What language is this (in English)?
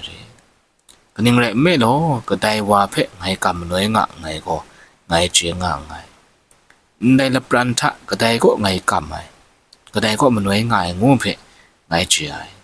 Kachin